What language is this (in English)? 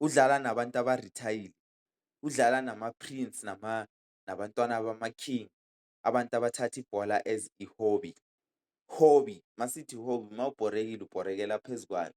Zulu